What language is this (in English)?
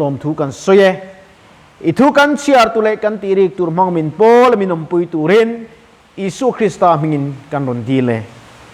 Mizo